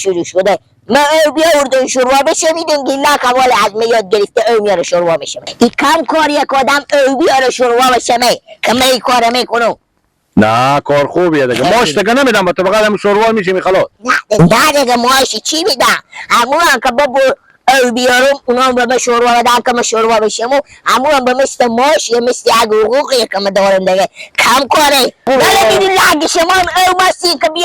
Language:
Persian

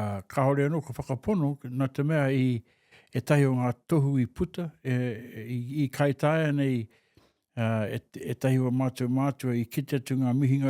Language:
Māori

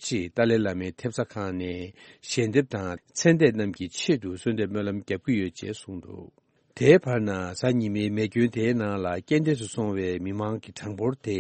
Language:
Tibetan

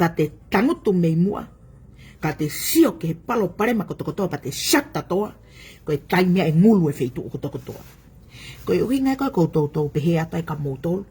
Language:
Tongan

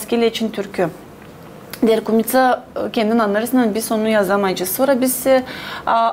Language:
Gagauz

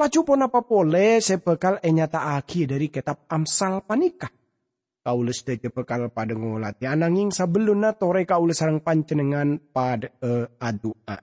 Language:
Madurese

